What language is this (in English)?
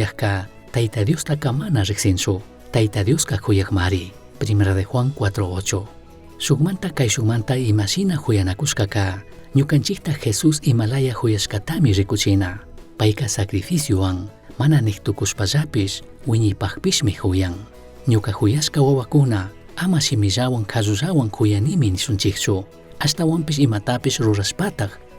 Chimborazo Highland Quichua